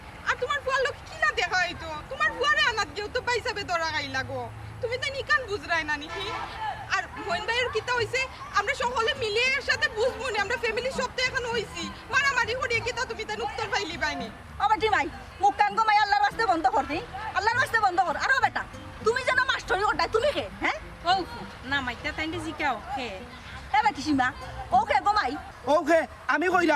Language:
Sylheti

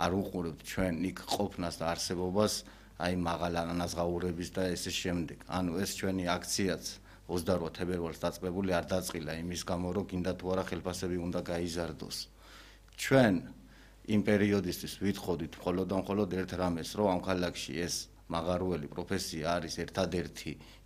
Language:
Georgian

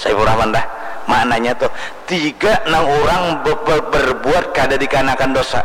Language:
Banjar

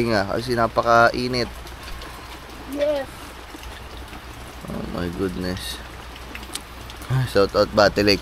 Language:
Filipino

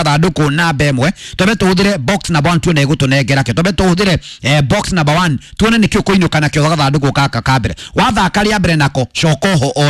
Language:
Kikuyu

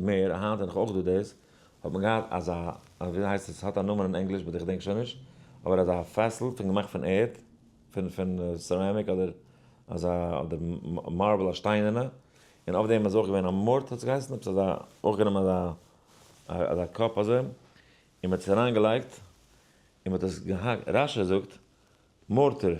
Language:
Yiddish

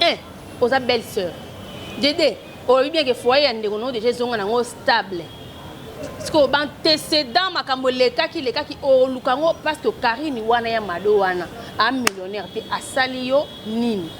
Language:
Lingala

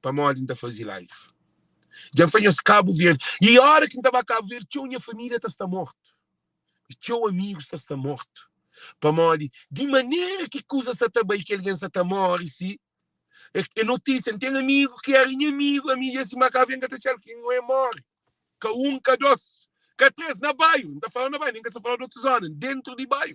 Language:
Kabuverdianu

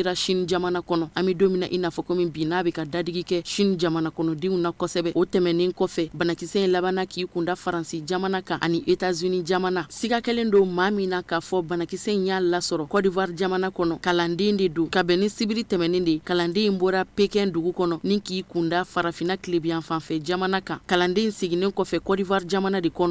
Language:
Bambara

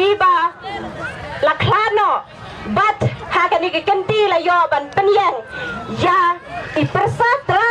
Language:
Khasi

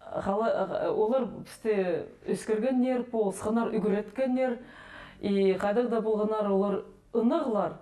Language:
Khakas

